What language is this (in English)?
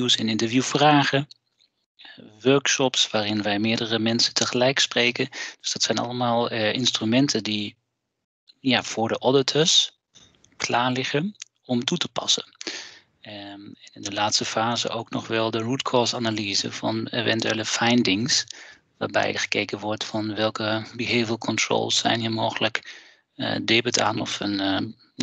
Dutch